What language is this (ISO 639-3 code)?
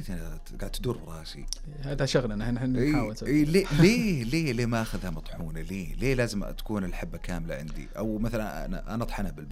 ars